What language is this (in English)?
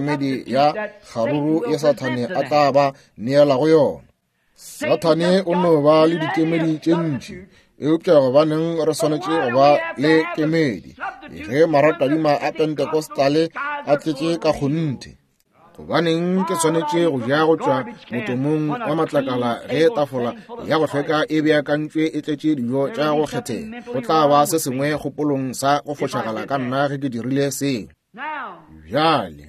Northern Sotho